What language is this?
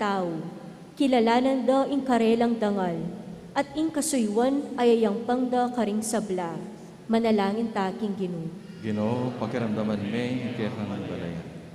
Pampanga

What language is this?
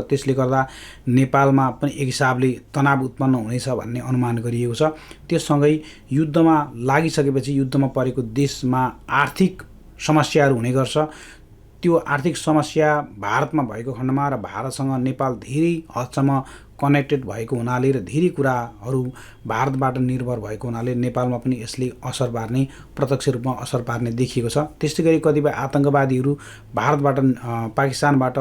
Nepali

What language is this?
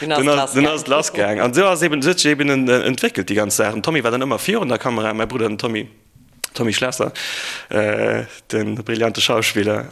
Luxembourgish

